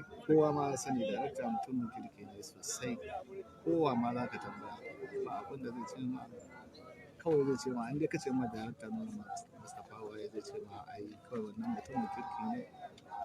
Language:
Hausa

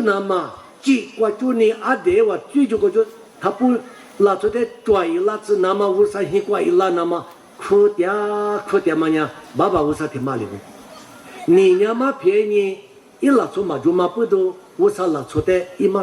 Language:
Lisu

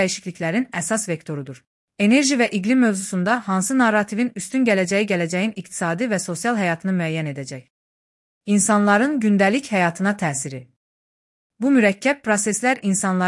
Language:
Azerbaijani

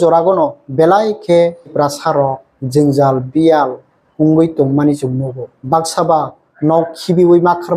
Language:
Kok Borok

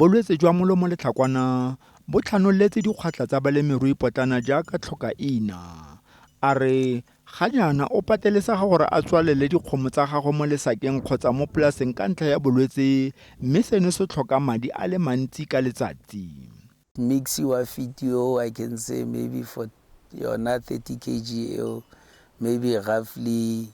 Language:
Tswana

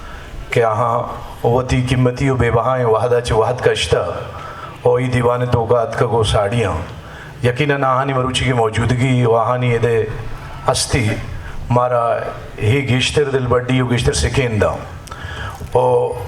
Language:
Eastern Balochi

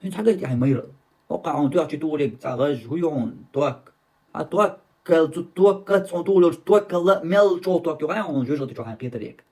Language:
Chechen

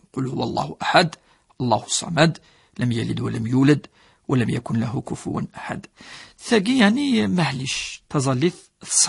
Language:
Kabyle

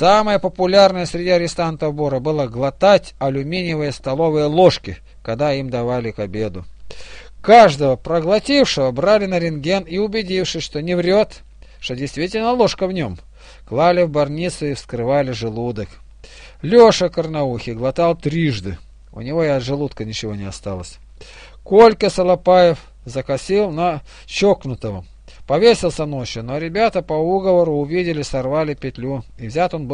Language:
Russian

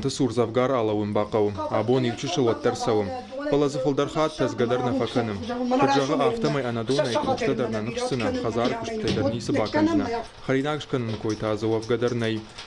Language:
Ossetic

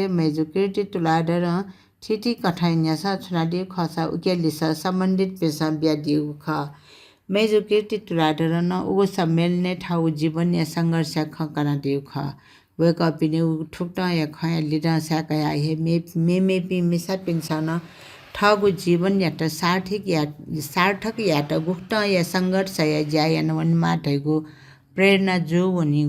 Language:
Newari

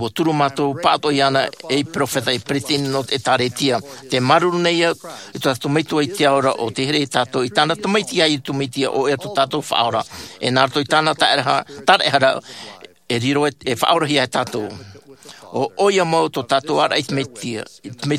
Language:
Tahitian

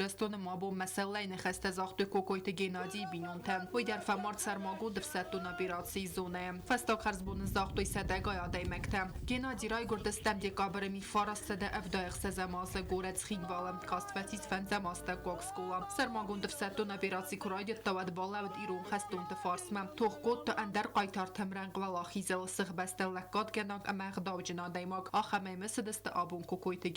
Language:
Ossetic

